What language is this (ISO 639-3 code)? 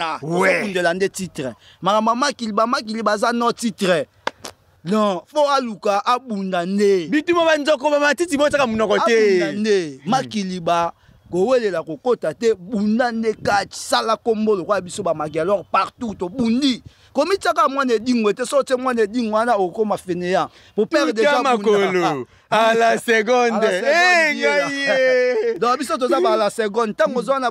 lin